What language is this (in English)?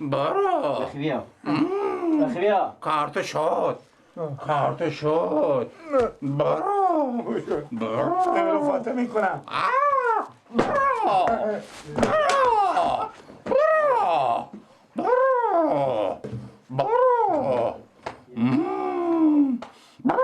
Persian